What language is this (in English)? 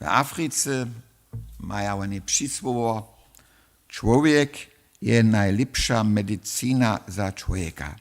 Upper Sorbian